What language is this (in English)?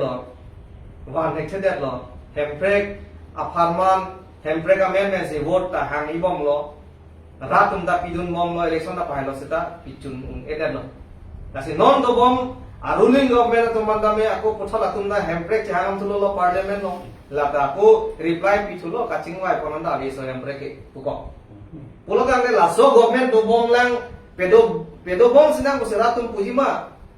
Karbi